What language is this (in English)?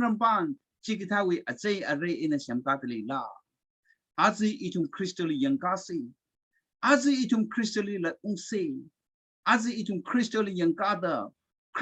Tangkhul Naga (India)